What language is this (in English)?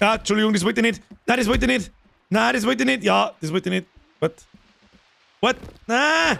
Bavarian